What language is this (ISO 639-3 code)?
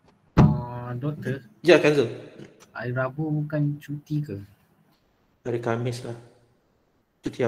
msa